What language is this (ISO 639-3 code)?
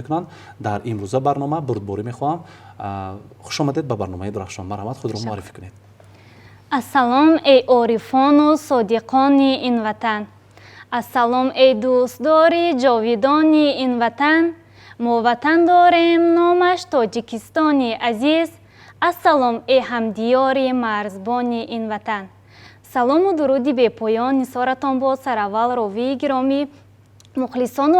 tgk